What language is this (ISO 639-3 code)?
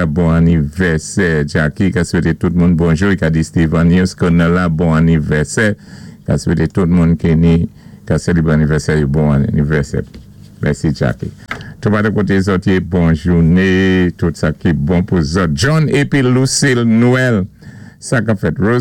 acf